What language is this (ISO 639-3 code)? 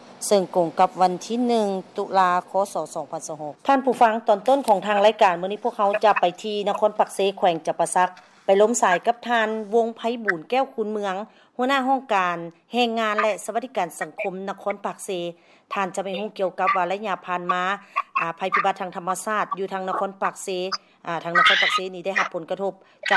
lao